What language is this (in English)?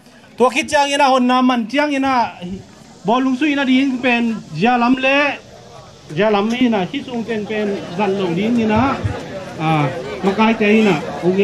Tedim Chin